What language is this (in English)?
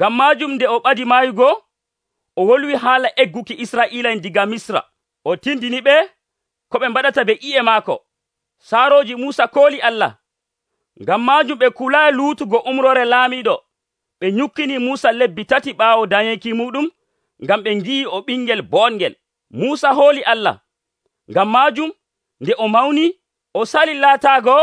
Nigerian Fulfulde